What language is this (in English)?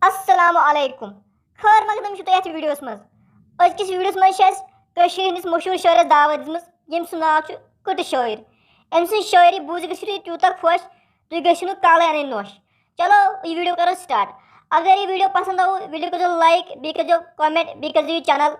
Kashmiri